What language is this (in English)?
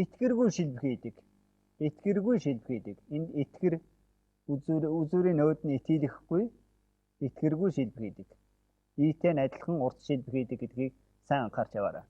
Mongolian